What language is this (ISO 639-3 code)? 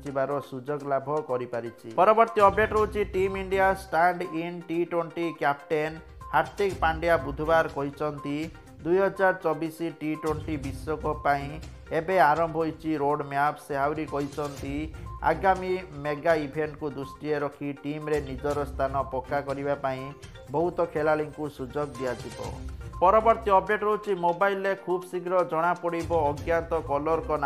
ori